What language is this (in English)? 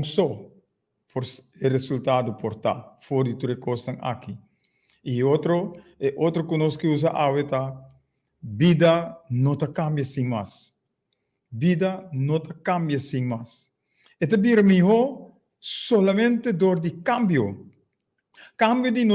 Papiamento